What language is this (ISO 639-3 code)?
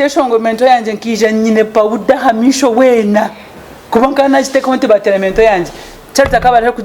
nyn